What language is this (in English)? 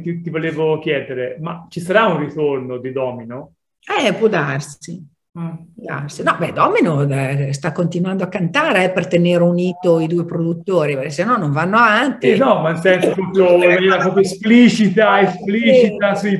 Italian